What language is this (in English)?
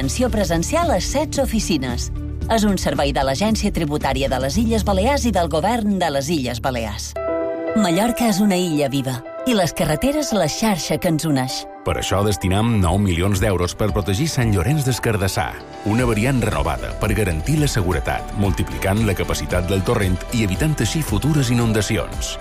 Catalan